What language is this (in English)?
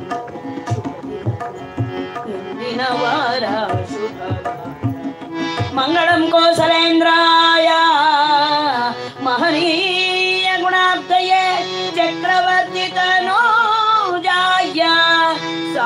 Kannada